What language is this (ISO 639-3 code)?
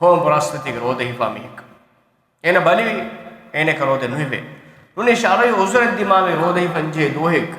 div